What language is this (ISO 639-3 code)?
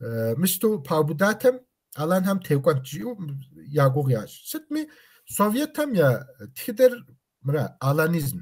kbd